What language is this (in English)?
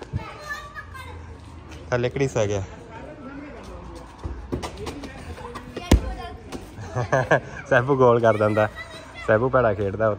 Punjabi